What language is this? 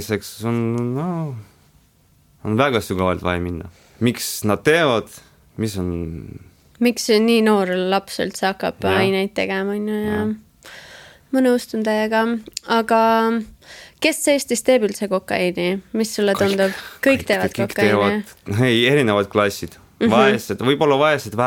Estonian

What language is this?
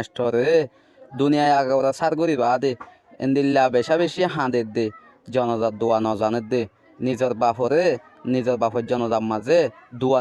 Rohingya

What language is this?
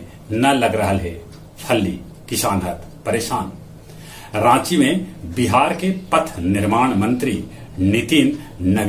Magahi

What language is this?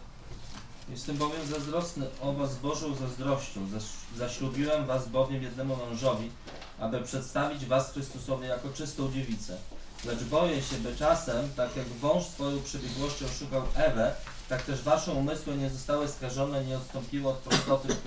Polish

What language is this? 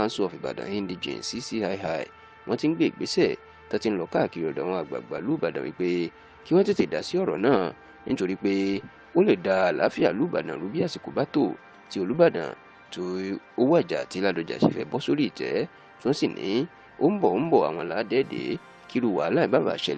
Yoruba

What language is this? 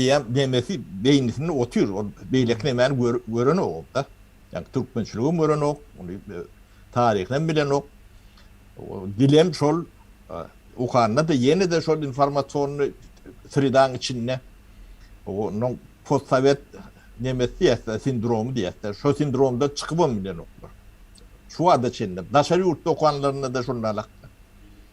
Turkmen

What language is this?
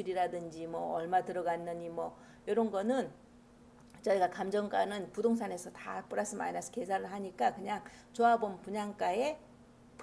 Korean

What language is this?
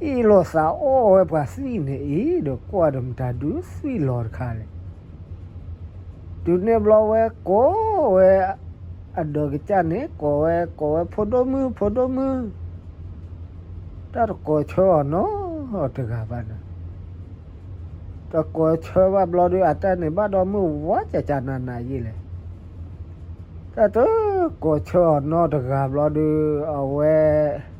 S'gaw Karen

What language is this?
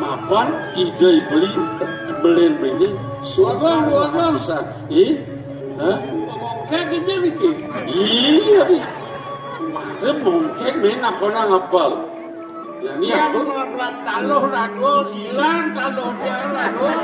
Balinese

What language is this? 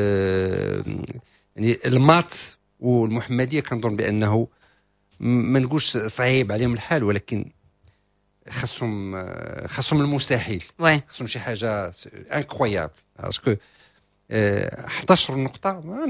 Moroccan Arabic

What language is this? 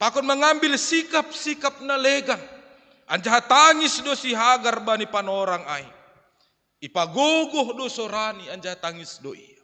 Batak Simalungun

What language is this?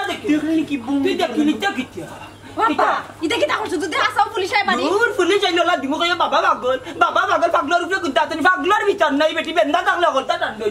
Sylheti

